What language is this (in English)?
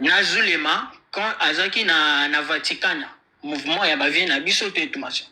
Lingala